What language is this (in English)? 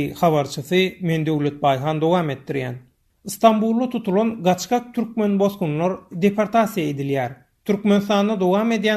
Turkmen